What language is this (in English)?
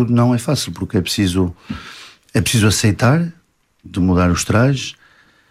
Portuguese